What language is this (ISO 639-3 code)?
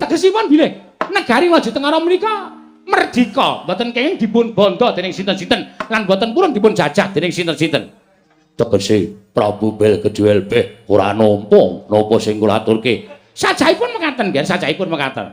jav